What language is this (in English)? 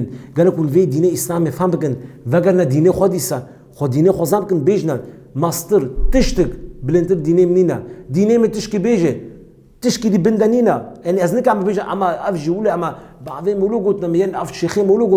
Kurdish